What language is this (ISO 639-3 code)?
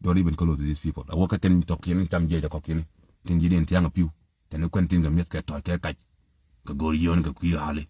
nus